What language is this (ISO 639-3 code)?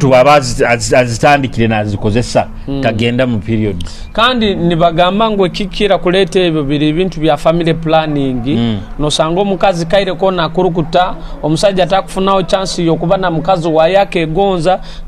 nyo